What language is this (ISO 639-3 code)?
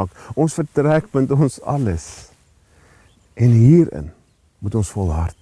afr